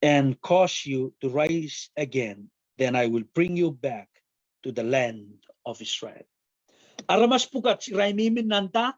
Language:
Pohnpeian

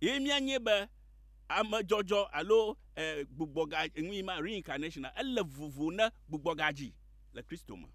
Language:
Ewe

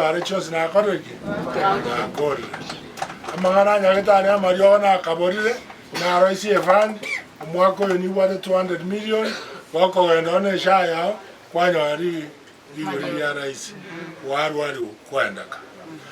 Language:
Gusii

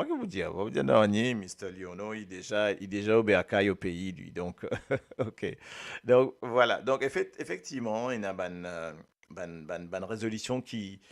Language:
Morisyen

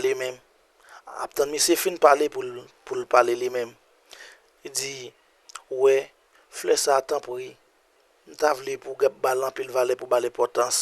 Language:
Haitian Creole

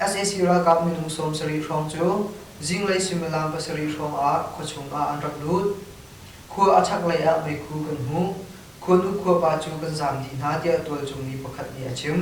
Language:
Hakha Chin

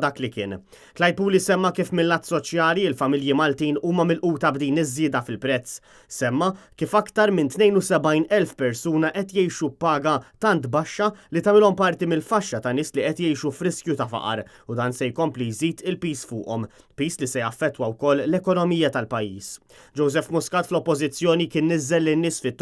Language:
Maltese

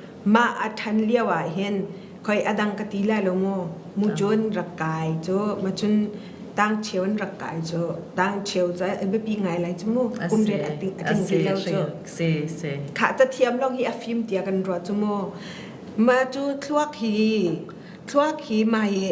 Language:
Falam Chin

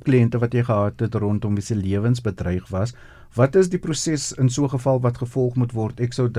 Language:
Afrikaans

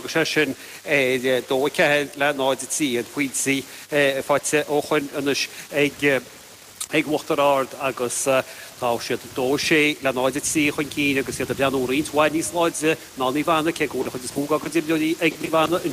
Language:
Irish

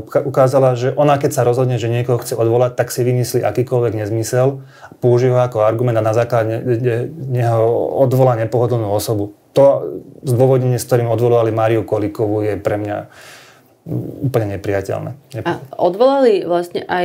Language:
Slovak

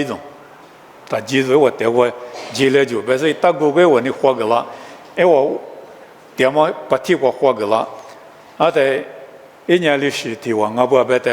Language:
Lisu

